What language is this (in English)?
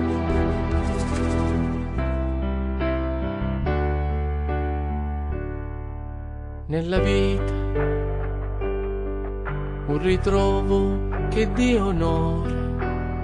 Italian